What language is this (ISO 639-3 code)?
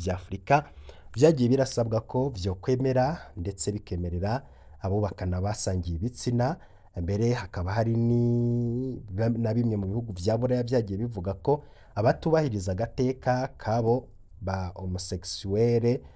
run